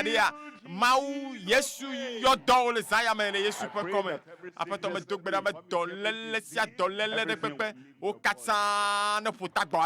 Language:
Ewe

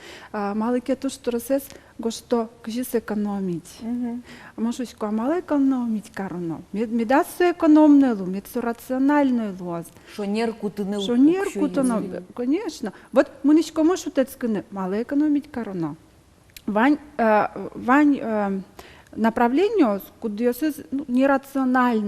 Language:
Udmurt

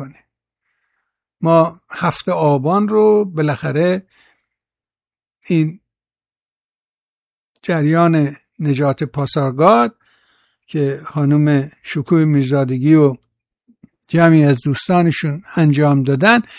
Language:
Persian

